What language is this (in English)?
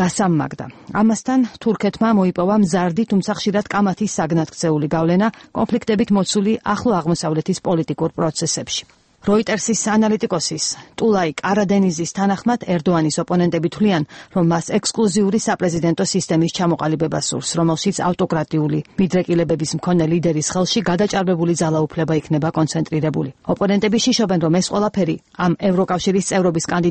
Georgian